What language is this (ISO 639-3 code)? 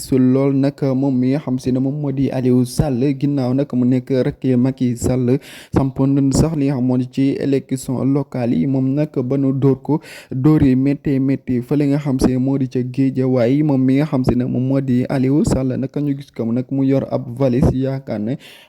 wol